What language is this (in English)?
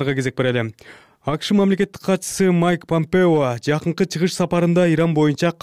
Kyrgyz